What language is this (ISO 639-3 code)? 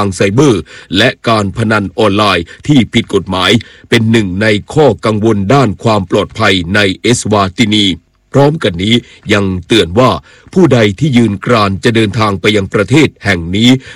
tha